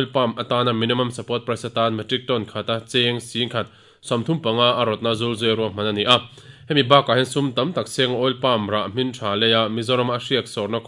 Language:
Mizo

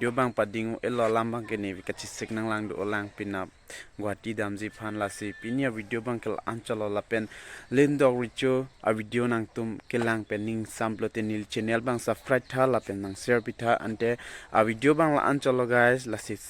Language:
Karbi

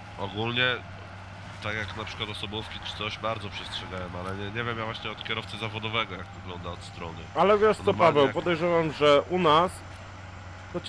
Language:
Polish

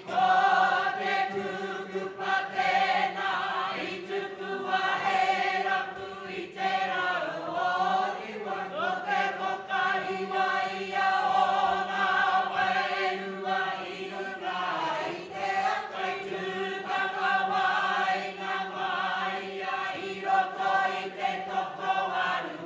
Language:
Māori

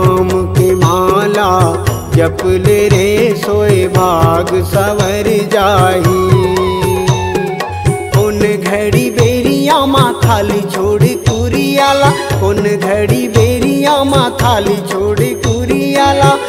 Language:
Chhattisgarhi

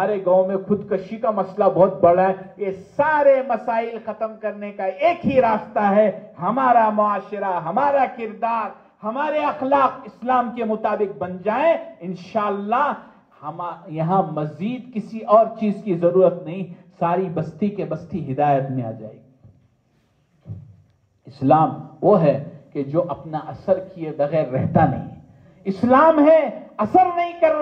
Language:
Urdu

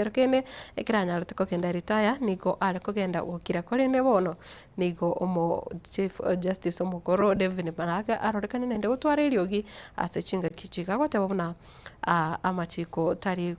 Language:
Gusii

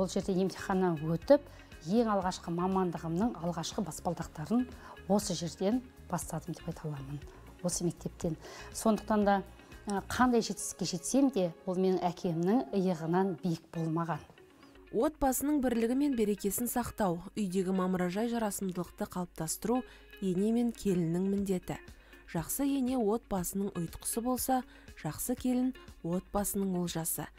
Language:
Kazakh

